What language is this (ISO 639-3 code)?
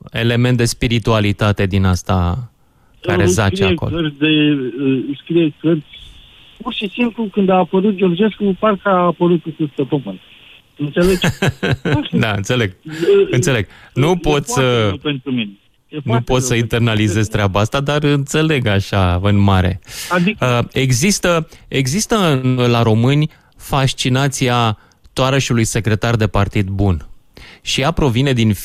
ron